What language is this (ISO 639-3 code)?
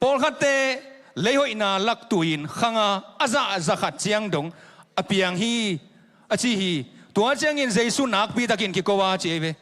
ctd